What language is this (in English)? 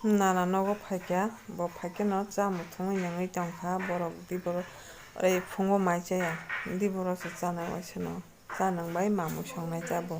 Kok Borok